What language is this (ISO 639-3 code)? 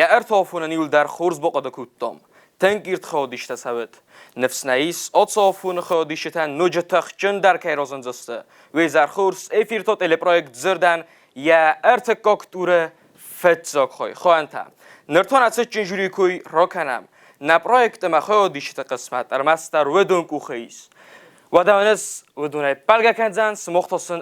oss